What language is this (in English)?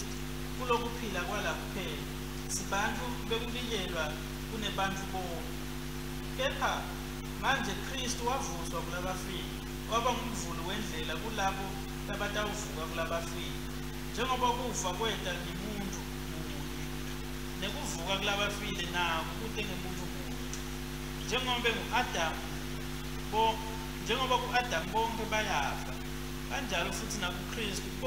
Swati